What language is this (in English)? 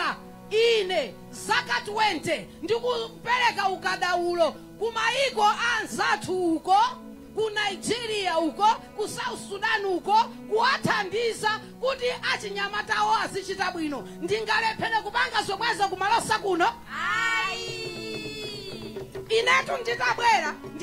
Nyanja